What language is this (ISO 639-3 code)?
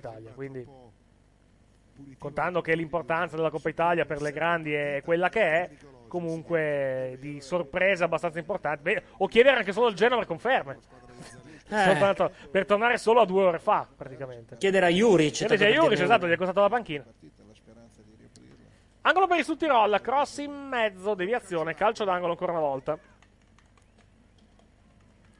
ita